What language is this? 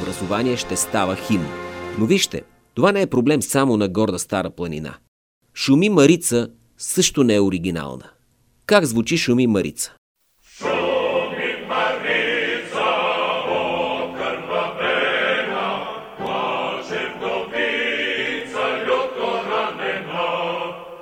Bulgarian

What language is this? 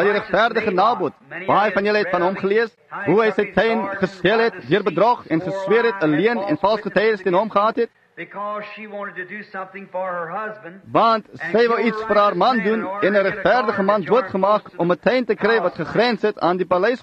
Afrikaans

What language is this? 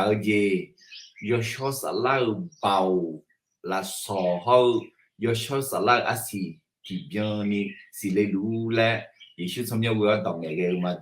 Akha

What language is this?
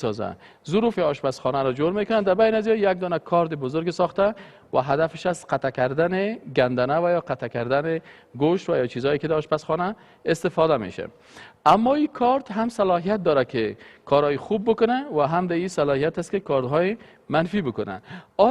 Persian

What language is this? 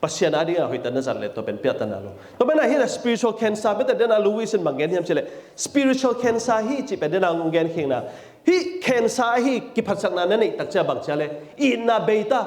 Tedim Chin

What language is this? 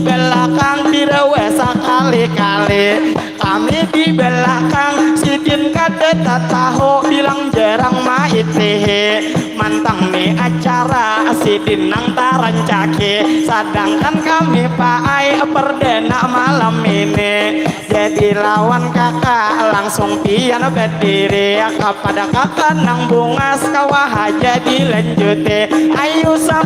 Banjar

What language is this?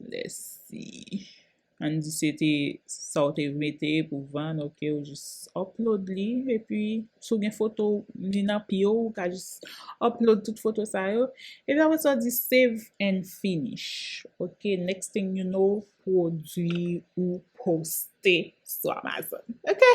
Haitian Creole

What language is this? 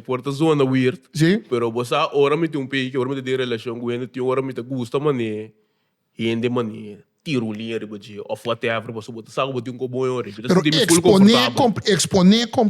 Papiamento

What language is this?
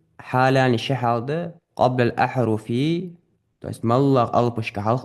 Ingush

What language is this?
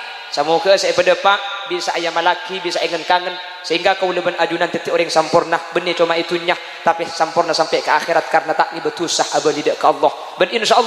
Madurese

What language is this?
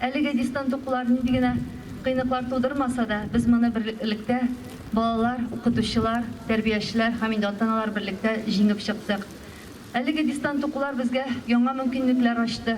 Tatar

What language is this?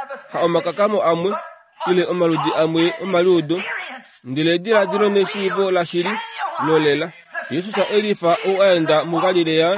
Kuanyama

